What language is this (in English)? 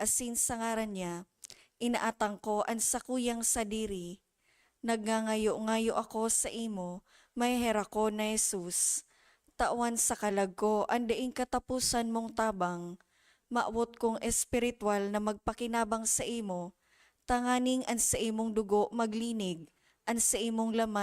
Bikol